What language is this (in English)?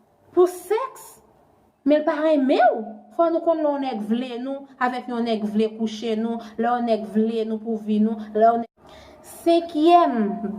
Haitian Creole